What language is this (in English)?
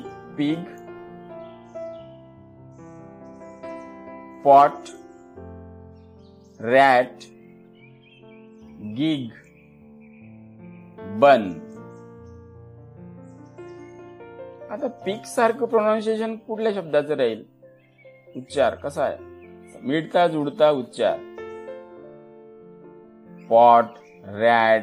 Marathi